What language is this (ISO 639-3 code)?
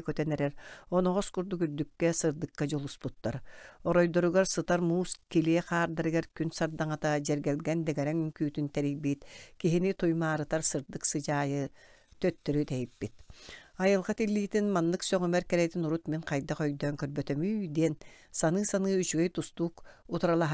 sah